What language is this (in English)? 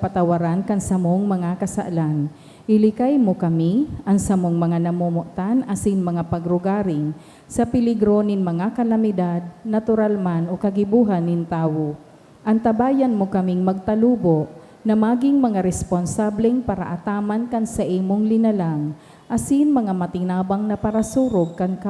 Bikol